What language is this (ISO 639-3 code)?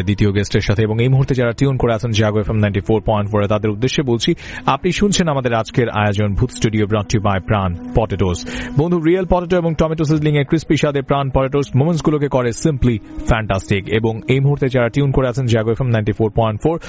ben